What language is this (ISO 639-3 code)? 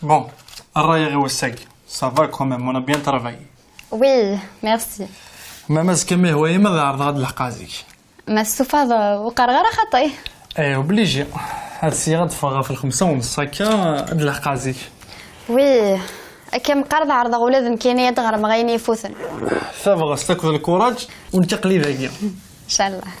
kab